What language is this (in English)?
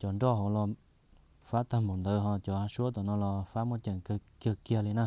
Hmong